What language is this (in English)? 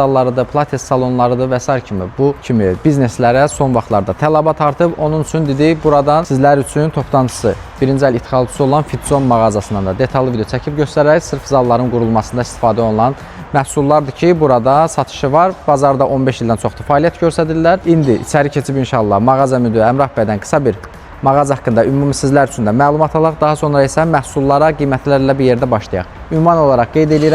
Azerbaijani